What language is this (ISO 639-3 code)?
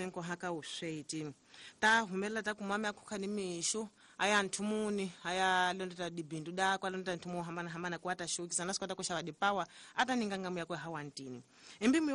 tso